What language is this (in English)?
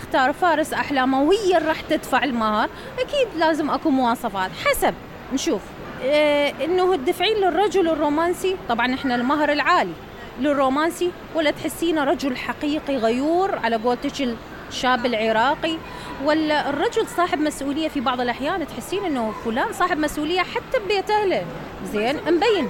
Mesopotamian Arabic